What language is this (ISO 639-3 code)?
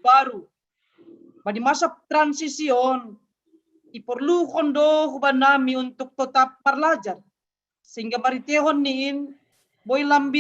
bts